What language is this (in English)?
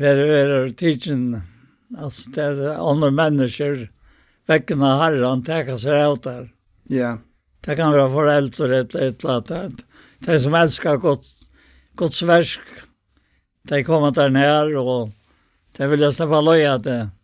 Faroese